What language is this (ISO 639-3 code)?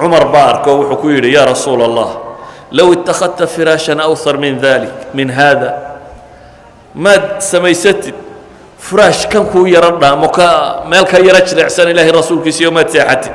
som